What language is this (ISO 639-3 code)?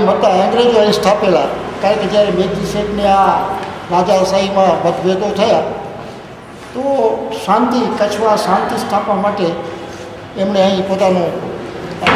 guj